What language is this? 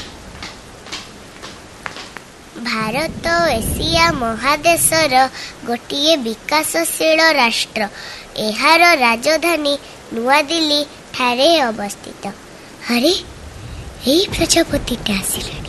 Odia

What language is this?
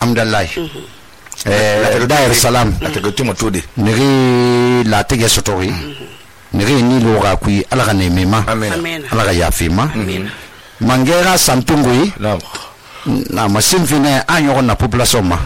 Susu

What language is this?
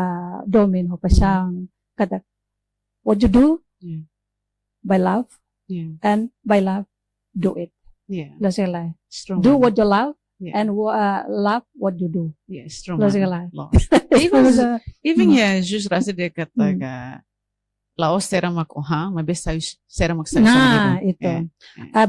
Tetum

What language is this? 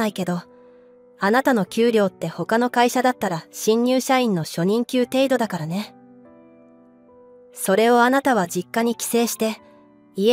Japanese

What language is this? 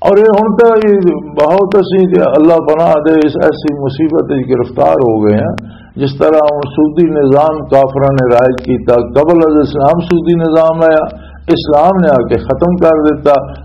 Western Panjabi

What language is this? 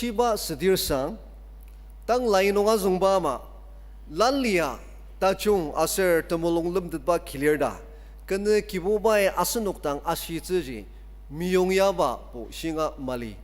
Ao Naga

